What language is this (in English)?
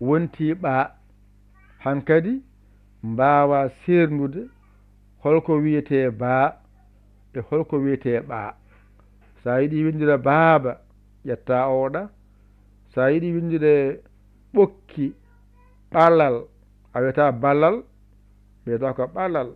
Fula